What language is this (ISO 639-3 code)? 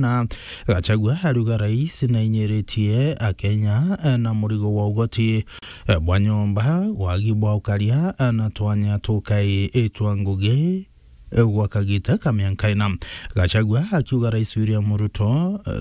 mer